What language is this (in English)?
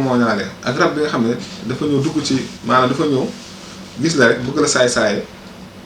Wolof